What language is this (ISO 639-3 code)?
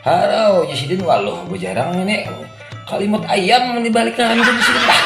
bjn